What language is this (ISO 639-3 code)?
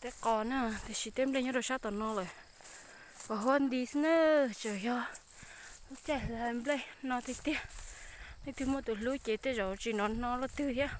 hmn